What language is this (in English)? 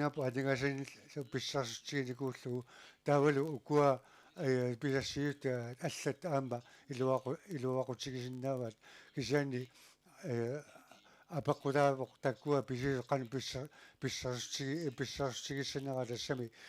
Kalaallisut